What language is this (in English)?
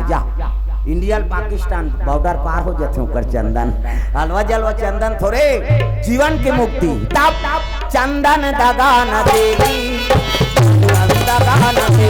Chhattisgarhi